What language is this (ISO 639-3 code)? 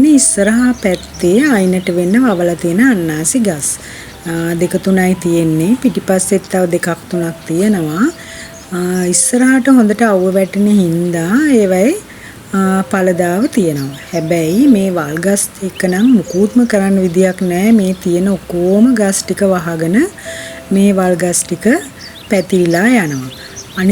sin